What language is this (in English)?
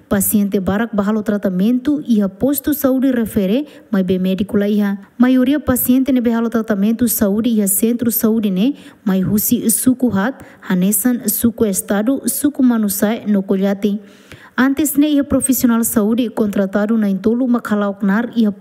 Tetum